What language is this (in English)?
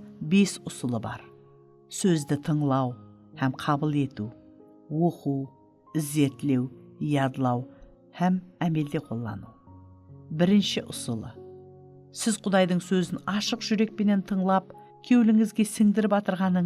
Kara-Kalpak